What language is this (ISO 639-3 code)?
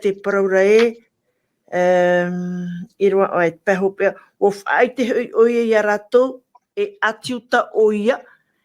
tah